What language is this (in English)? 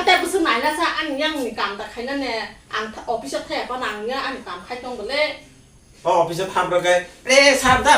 Kok Borok